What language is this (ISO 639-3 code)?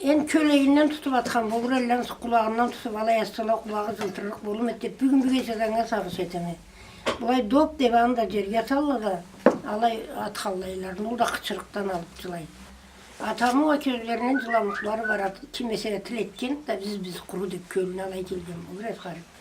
krc